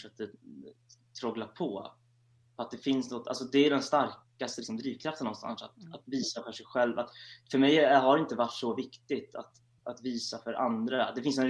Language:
Swedish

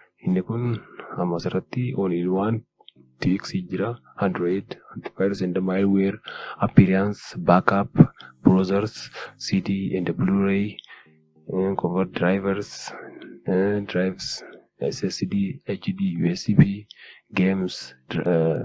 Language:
Oromo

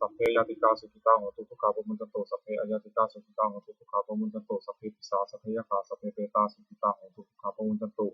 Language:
Pali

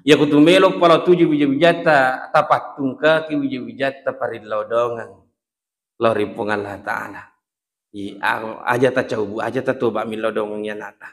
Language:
Buginese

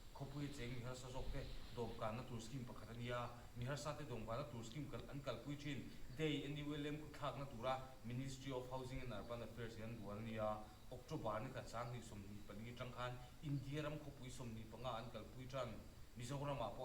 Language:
Mizo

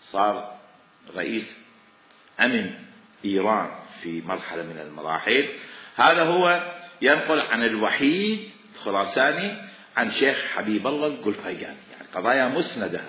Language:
Mesopotamian Arabic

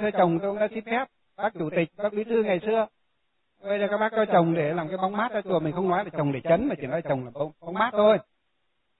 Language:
Vietnamese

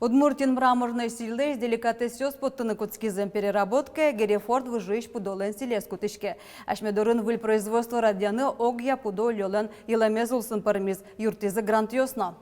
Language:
Udmurt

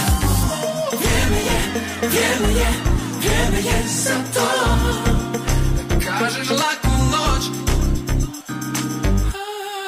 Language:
Croatian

